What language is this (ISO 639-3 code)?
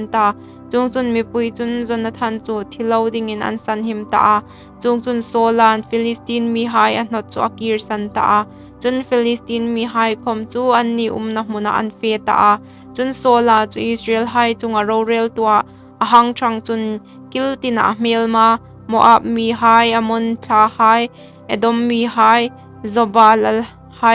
hmr